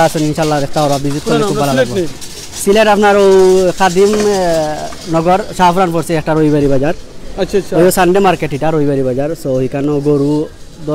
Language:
Sylheti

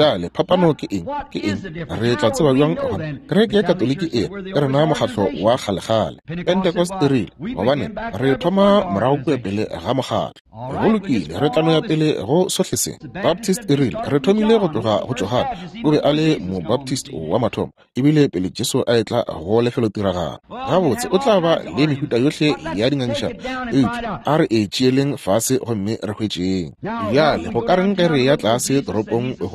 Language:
Northern Sotho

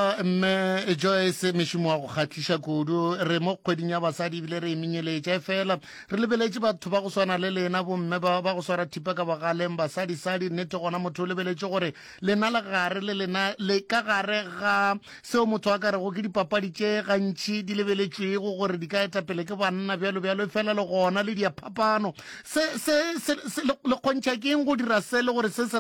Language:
Northern Sotho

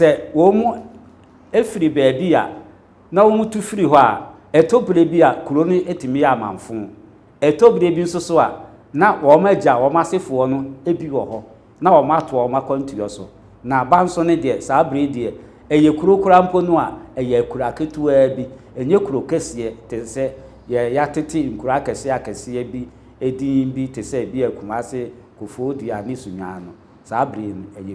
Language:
Akan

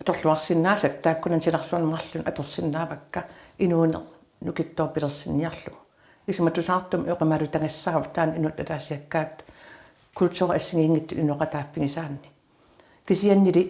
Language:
Kalaallisut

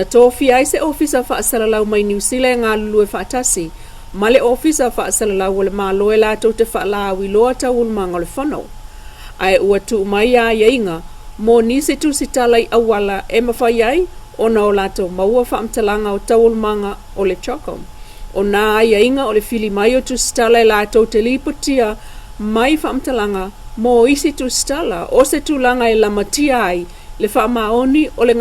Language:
Samoan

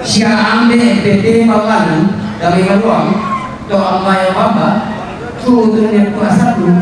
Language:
Toraja-Sa'dan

